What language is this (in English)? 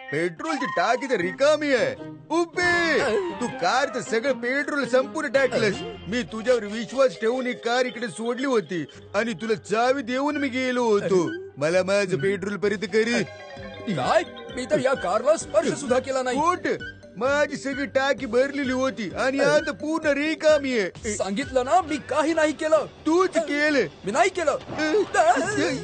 Marathi